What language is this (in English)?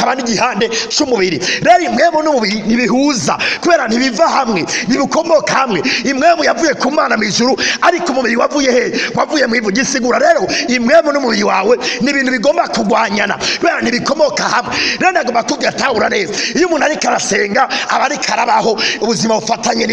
Rundi